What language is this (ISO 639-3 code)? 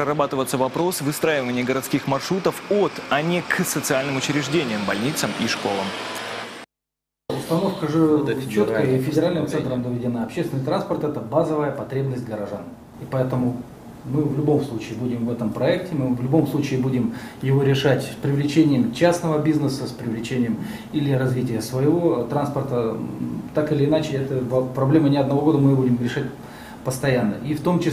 rus